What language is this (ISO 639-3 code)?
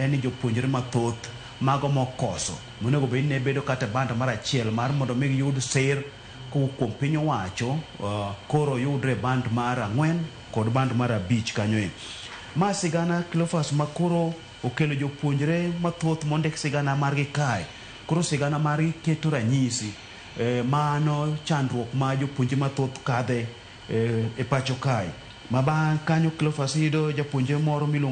luo